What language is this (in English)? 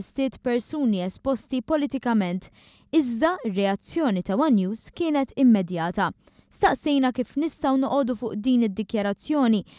Maltese